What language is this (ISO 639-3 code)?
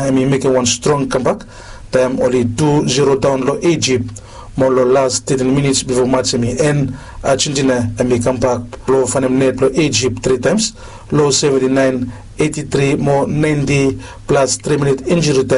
bis